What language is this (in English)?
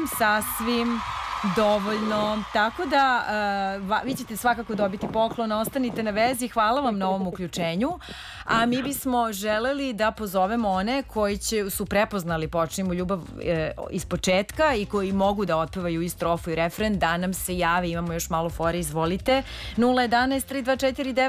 Serbian